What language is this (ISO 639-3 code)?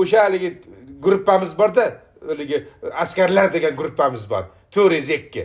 uzb